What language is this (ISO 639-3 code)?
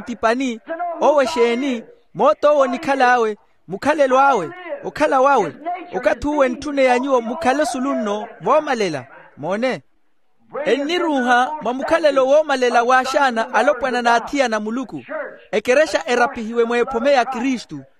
vmw